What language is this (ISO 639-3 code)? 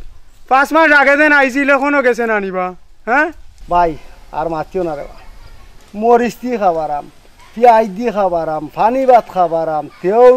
syl